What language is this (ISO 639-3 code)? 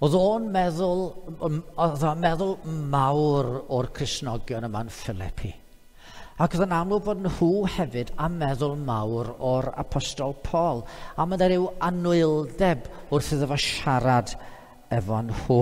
cym